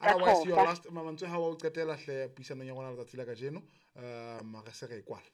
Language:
Southern Sotho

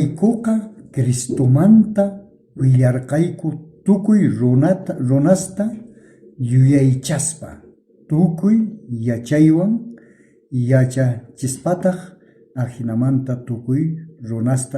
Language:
South Bolivian Quechua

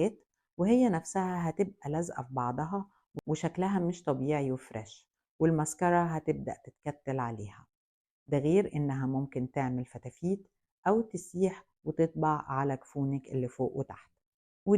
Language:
Egyptian Arabic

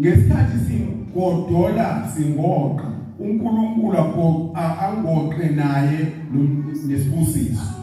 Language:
Zulu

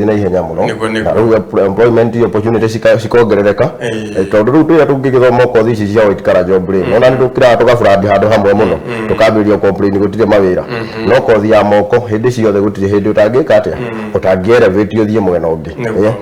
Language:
Kikuyu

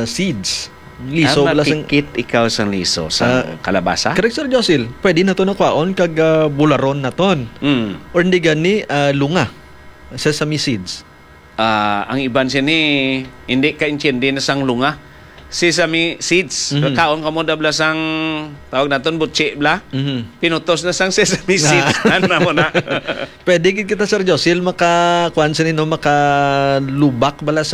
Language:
Hiligaynon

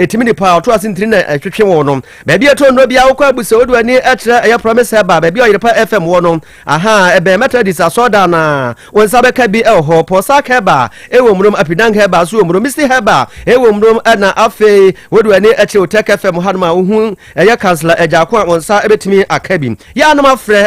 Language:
Akan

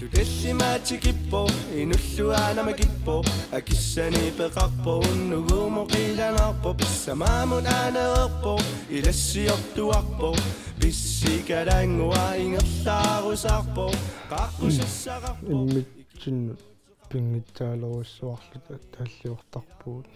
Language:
Kalaallisut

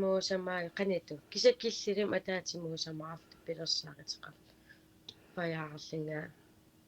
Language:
Kalaallisut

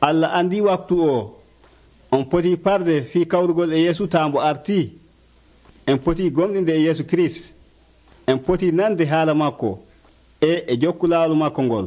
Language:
Nigerian Fulfulde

